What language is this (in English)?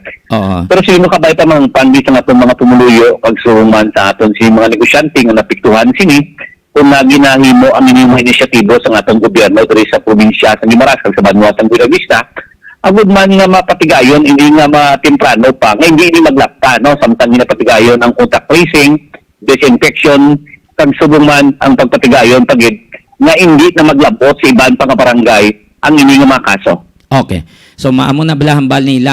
Hiligaynon